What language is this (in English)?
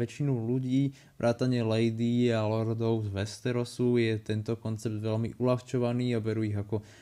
Slovak